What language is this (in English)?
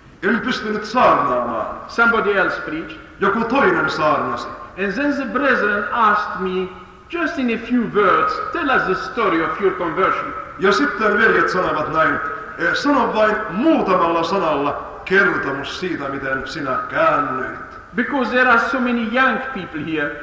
Finnish